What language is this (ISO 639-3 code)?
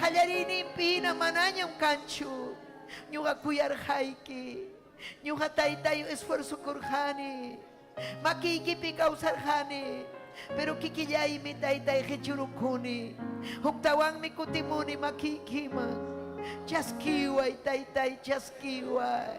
quy